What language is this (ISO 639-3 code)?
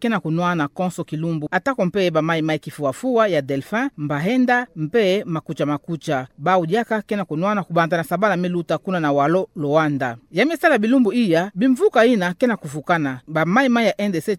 ktu